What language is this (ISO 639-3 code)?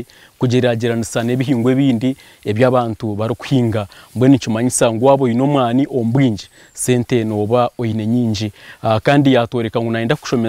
nyn